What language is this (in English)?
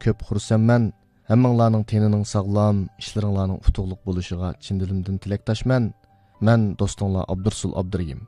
Uyghur